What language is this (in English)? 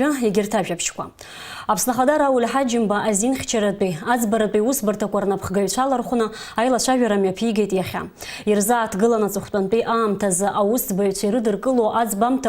Abkhazian